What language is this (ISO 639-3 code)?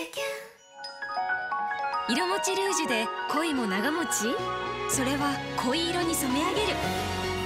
jpn